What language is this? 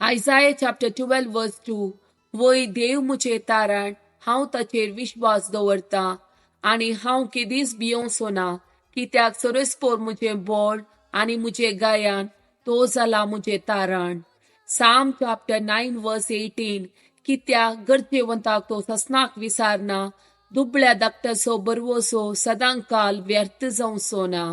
Konkani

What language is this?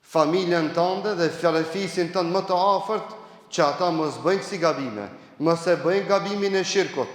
Albanian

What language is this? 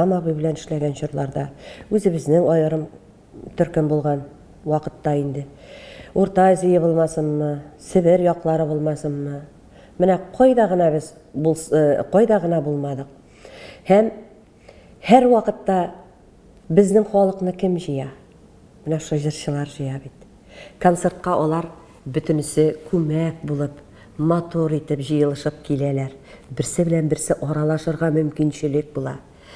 Tatar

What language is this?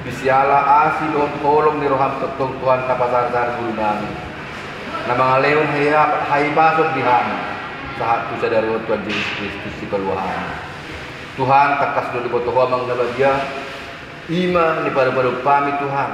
Batak Toba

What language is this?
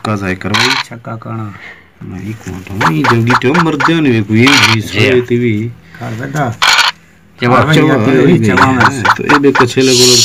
Saraiki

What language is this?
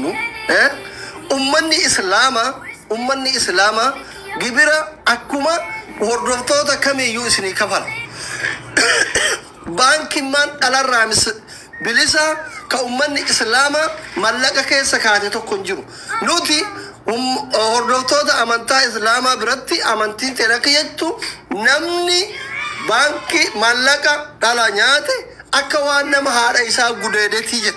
Oromo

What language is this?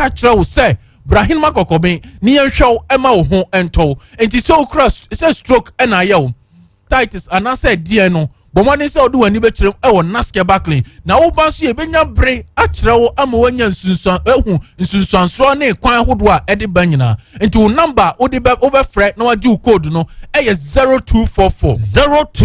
Akan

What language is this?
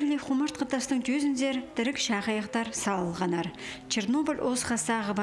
Khakas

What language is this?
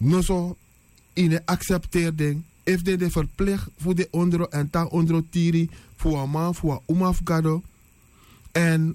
Sranan Tongo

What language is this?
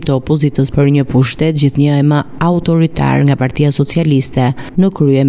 Albanian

